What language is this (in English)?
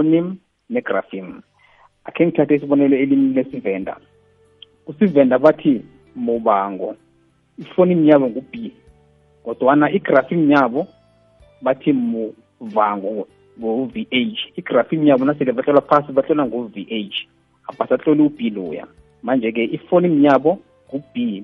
South Ndebele